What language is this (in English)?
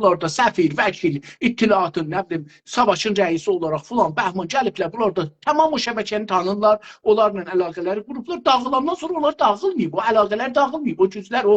South Azerbaijani